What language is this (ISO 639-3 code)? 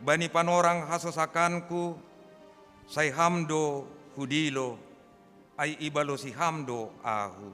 bts